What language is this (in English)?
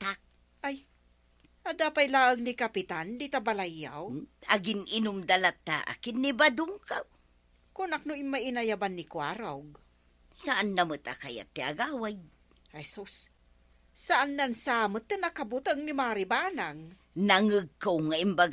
Iloko